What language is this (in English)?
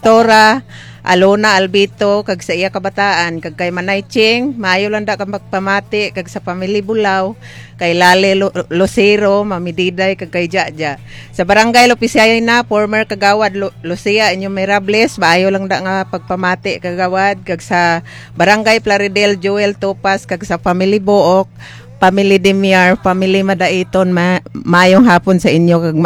Hiligaynon